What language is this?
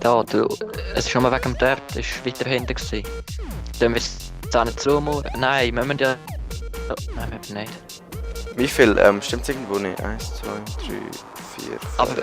Swiss German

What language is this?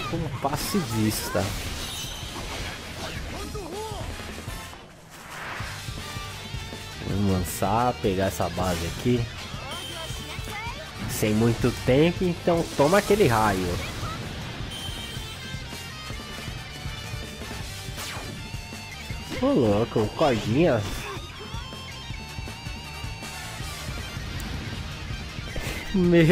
Portuguese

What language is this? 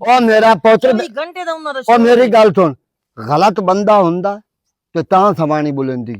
Western Panjabi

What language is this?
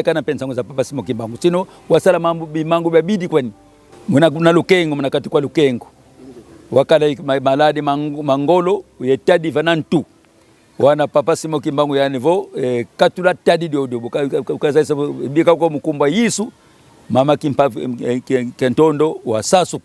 Kongo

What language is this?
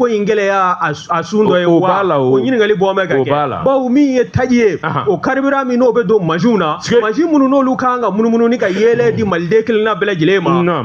Bambara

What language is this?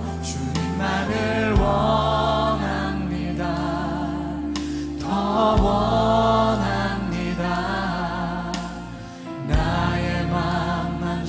Korean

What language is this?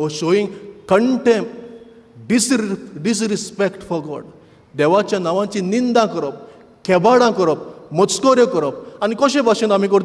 Konkani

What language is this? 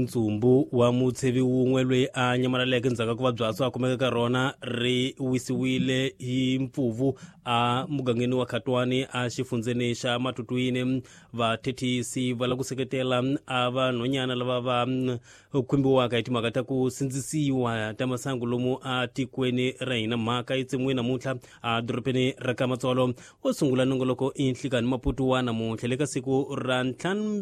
Tsonga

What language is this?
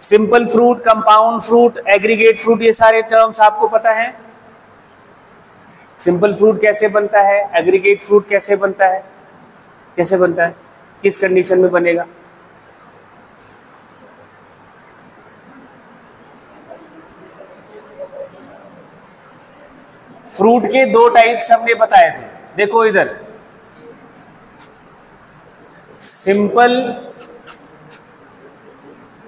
Hindi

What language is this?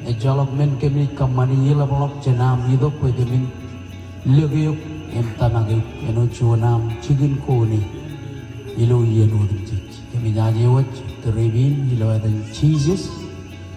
Marshallese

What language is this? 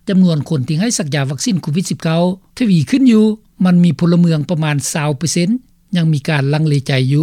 Lao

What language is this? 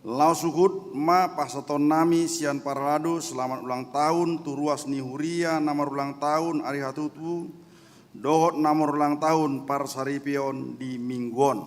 Batak Toba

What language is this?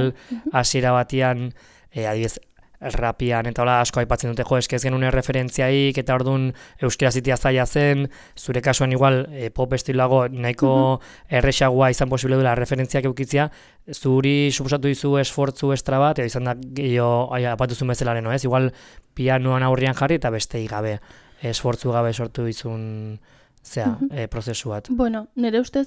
Basque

